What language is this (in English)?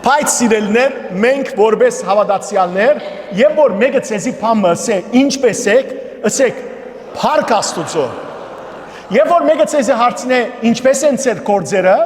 Western Armenian